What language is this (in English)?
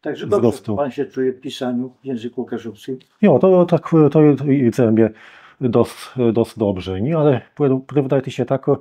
Kashubian